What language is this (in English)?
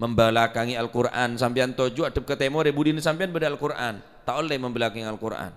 Madurese